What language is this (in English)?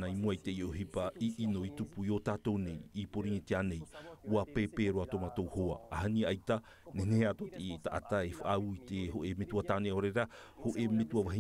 Tahitian